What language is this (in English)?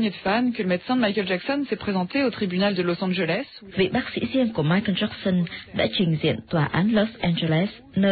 Vietnamese